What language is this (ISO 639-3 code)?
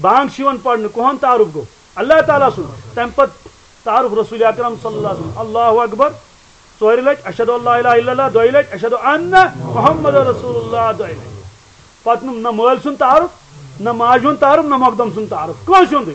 kas